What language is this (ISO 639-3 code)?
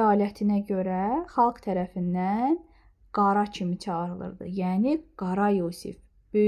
aze